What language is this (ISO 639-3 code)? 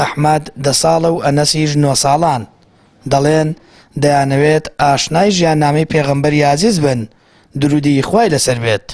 ckb